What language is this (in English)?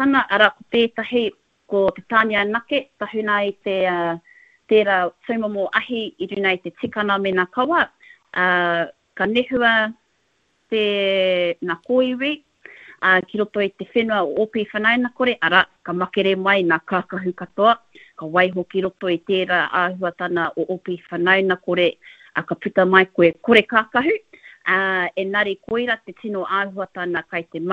Māori